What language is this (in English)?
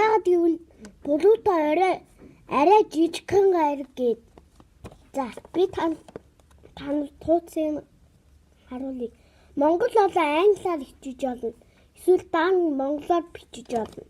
Mongolian